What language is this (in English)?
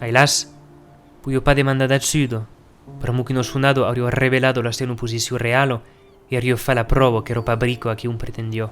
Occitan